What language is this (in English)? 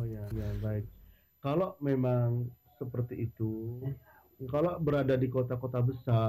Indonesian